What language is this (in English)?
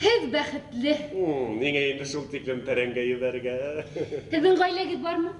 Bashkir